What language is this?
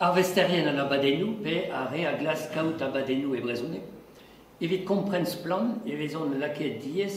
Breton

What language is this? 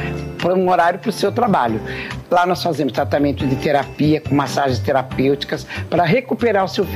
Portuguese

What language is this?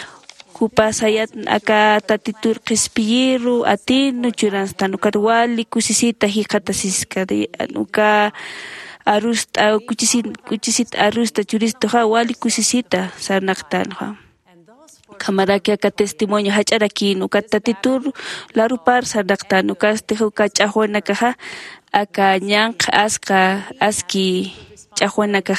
Aymara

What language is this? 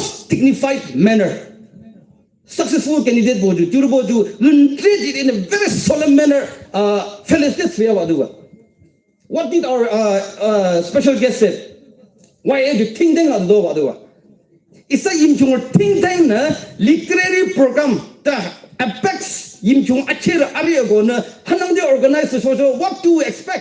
Yimchungru Naga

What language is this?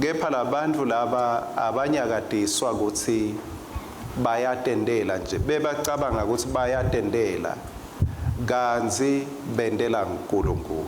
Swati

